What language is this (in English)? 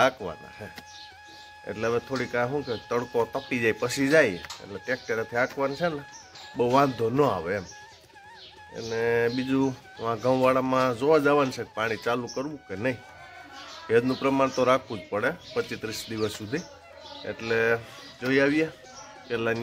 Gujarati